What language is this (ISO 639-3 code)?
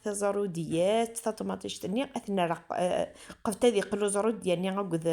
kab